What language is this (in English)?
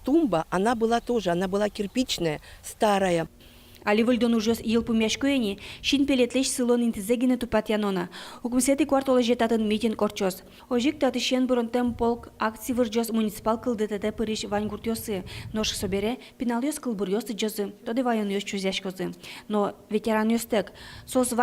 Udmurt